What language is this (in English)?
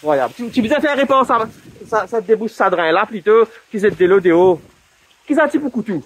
Morisyen